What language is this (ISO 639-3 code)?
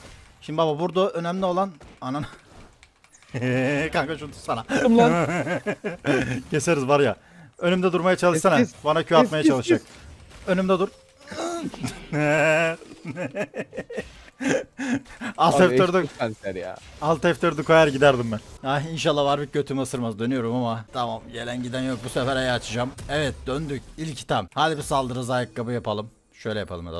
tur